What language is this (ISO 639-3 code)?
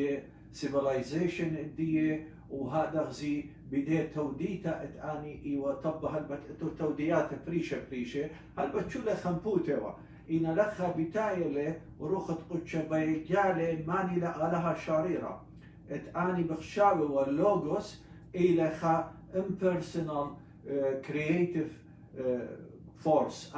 aii